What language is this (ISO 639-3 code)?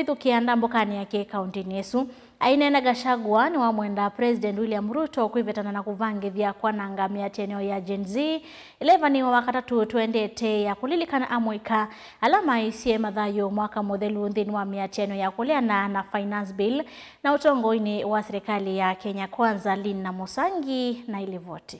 kam